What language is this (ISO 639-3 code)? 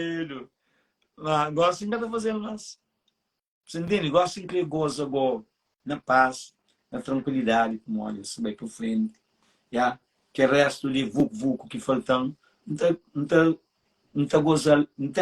kea